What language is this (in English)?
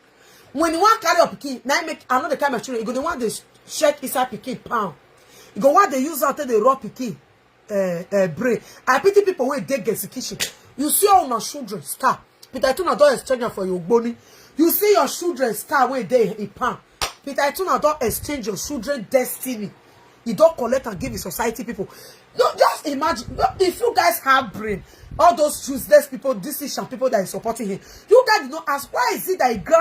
Nigerian Pidgin